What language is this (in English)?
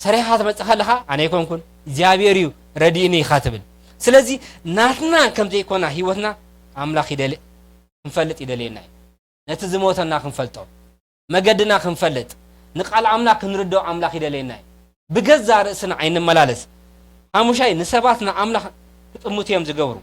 Tigrinya